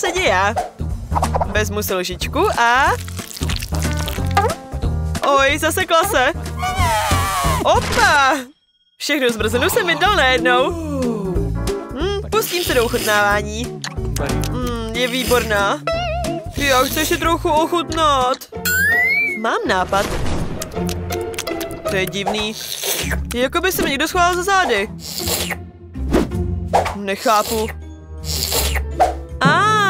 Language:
Czech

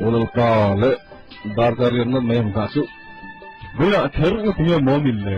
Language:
Mizo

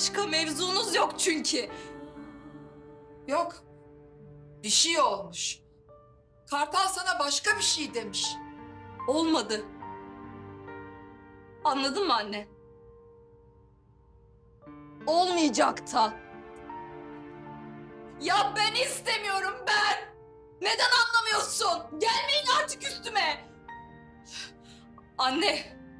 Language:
Turkish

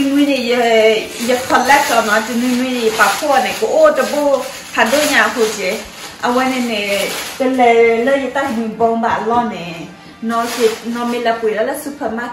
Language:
S'gaw Karen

